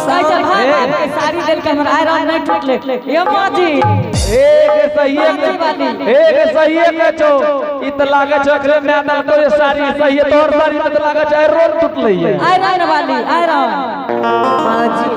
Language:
Angika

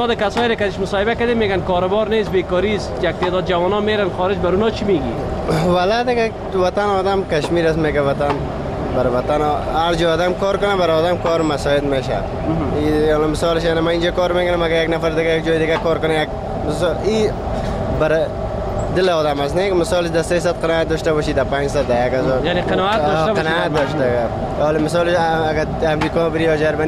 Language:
Persian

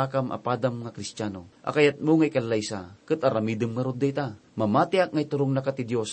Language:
Iloko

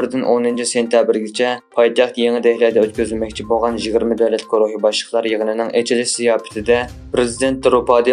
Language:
Uyghur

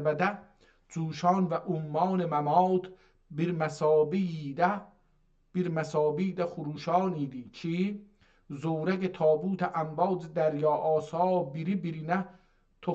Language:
South Azerbaijani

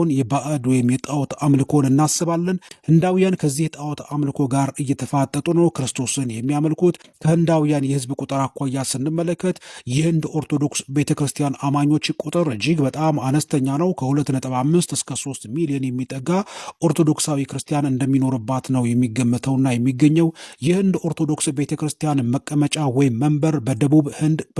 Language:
Amharic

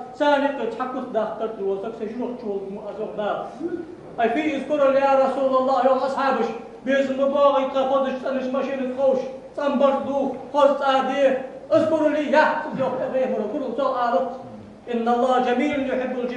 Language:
Ingush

